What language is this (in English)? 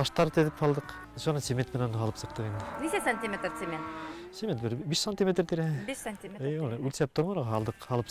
Bashkir